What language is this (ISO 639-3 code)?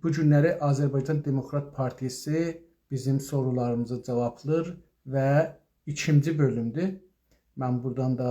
azb